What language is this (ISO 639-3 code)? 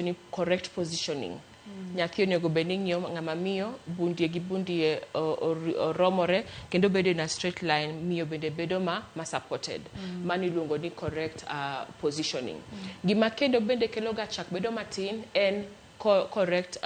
luo